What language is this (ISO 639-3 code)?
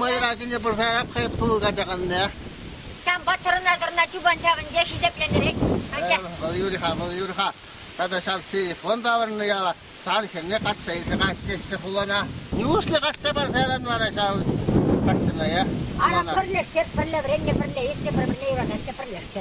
chv